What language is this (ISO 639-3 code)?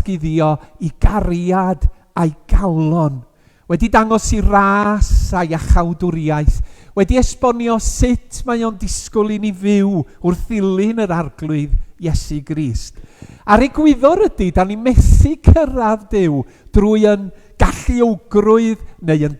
cym